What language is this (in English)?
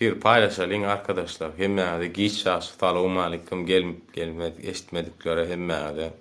Turkmen